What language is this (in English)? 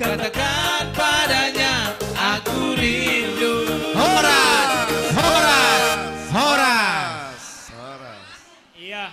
Batak Simalungun